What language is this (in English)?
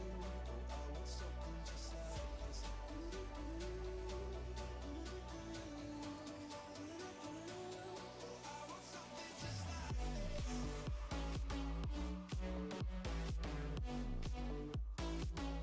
English